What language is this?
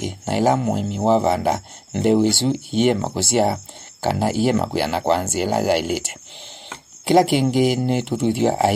Kamba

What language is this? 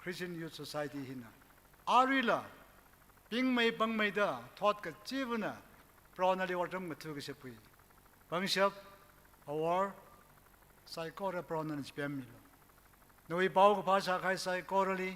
Tangkhul Naga (India)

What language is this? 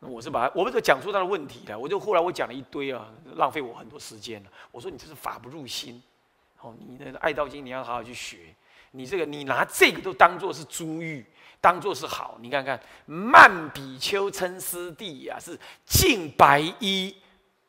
Chinese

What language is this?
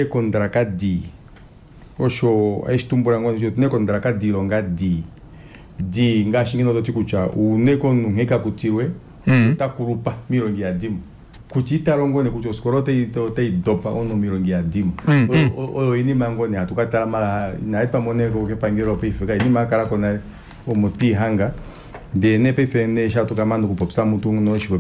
Kuanyama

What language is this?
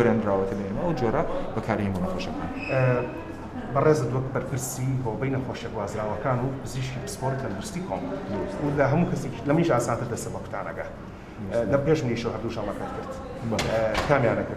Central Kurdish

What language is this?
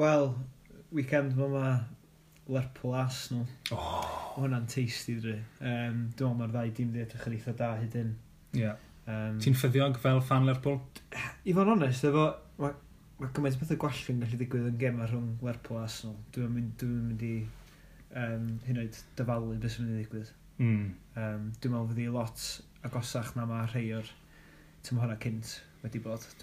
Welsh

